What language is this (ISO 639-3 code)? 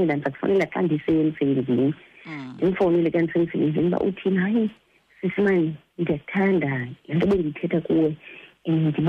xho